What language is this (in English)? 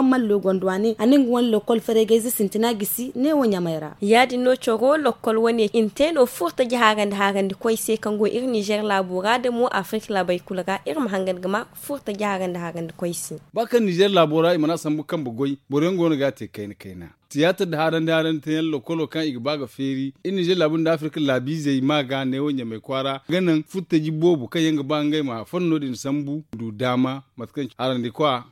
Zarma